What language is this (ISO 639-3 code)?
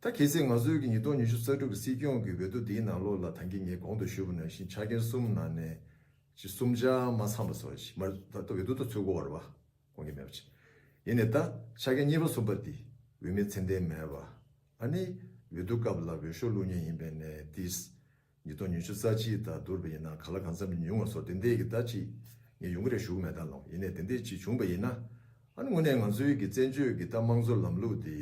bod